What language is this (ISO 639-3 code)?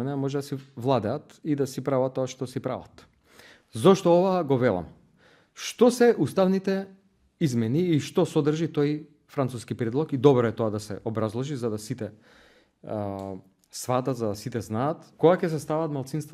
mkd